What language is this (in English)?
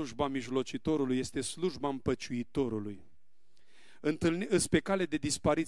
Romanian